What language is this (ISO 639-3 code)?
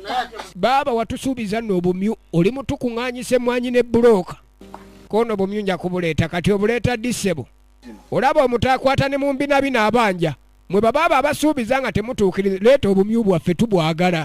lug